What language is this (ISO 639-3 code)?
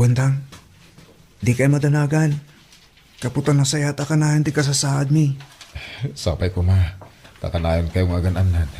ilo